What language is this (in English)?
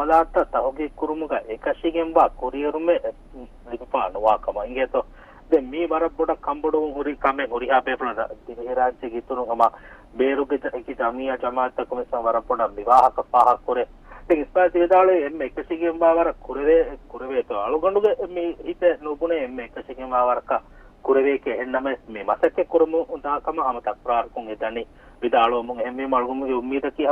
Divehi